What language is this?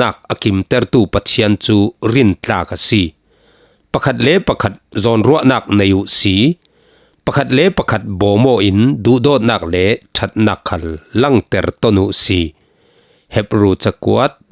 Falam Chin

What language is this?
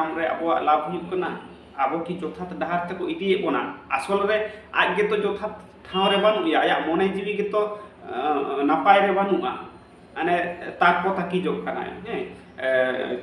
Santali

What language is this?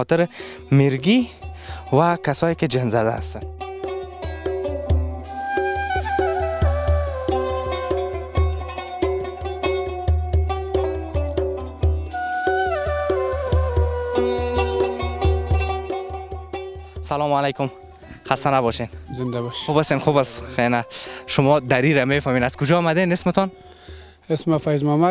Persian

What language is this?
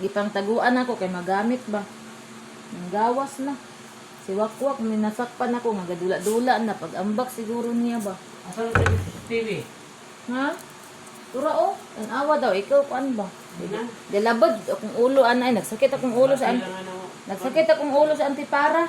Cebuano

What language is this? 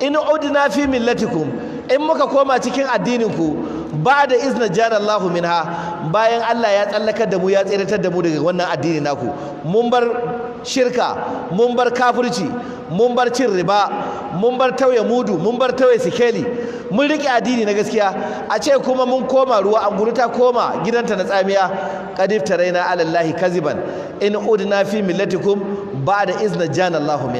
Hausa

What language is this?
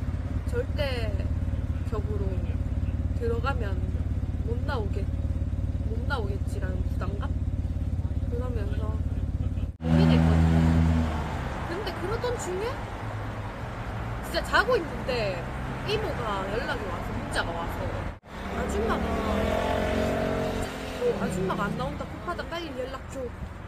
Korean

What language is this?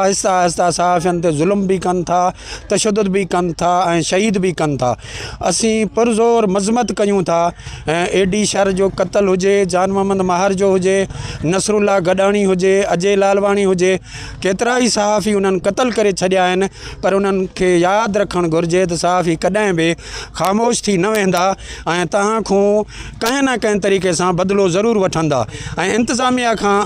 Sindhi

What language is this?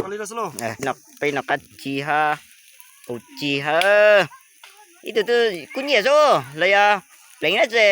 Hmong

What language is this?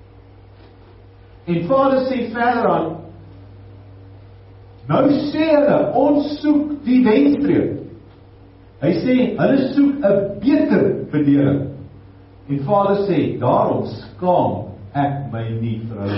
Afrikaans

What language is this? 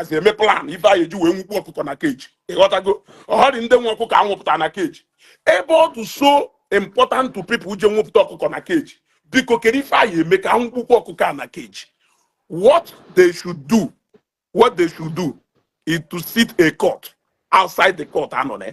Igbo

